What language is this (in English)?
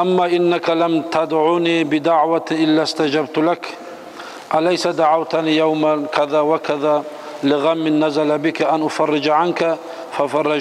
Kumyk